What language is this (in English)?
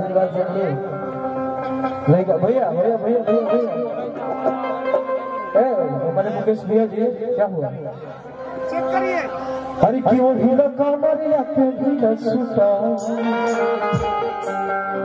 Bhojpuri